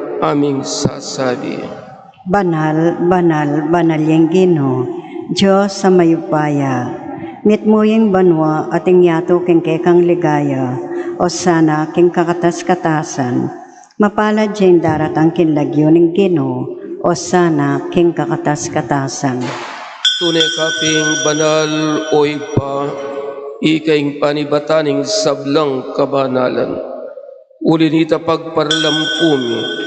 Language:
Pampanga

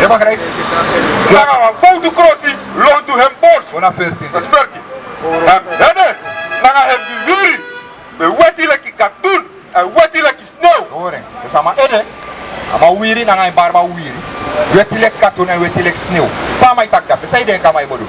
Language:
Sranan Tongo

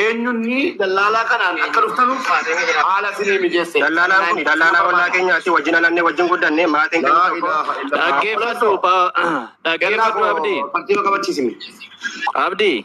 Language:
Oromo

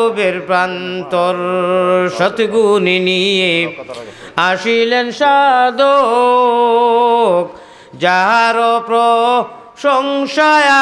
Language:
Sylheti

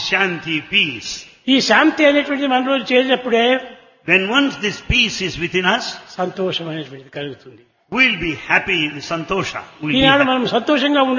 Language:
Telugu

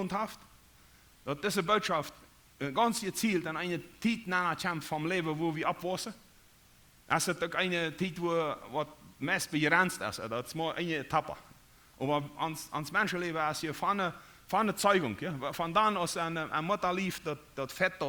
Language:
Plautdietsch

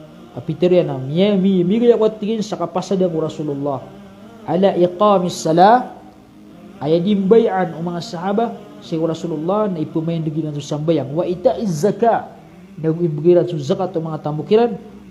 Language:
Maranao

